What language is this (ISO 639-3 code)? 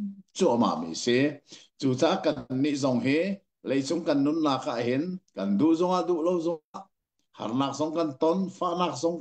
cnh